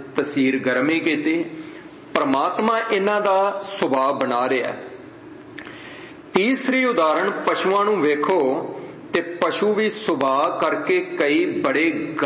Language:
Punjabi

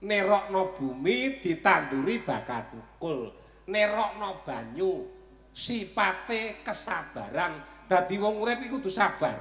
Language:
Javanese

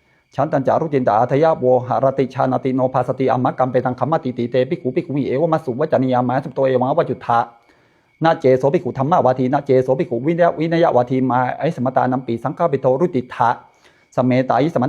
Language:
Pali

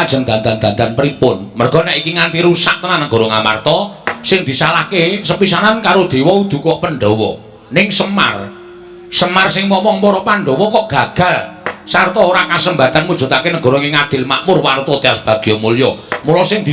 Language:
Javanese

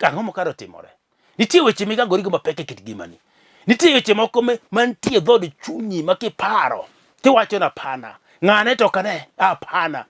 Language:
Luo (Kenya and Tanzania)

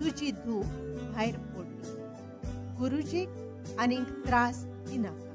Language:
Konkani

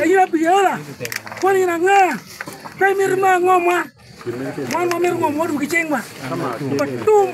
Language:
Acoli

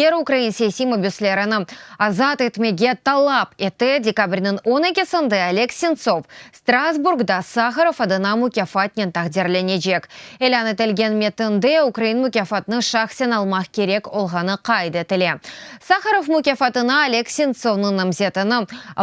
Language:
Crimean Tatar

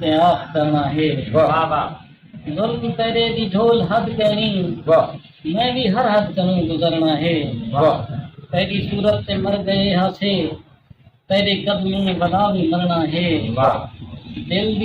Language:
Saraiki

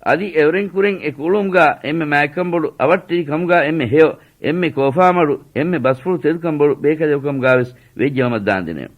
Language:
Divehi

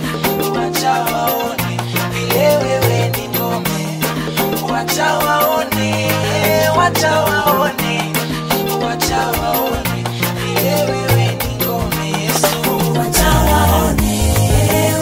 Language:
Swahili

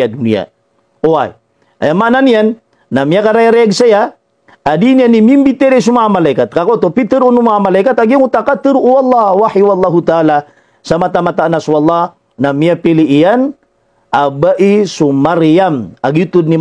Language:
Maranao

